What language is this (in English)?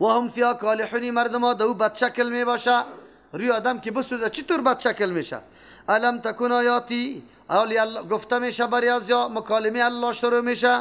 Persian